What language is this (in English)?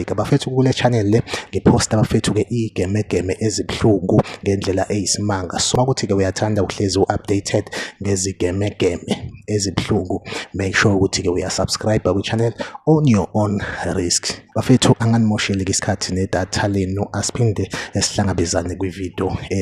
Zulu